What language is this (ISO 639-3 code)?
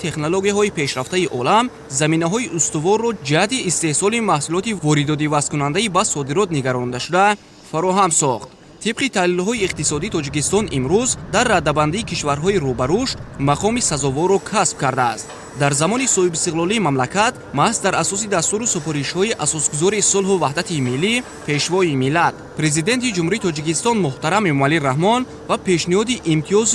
tgk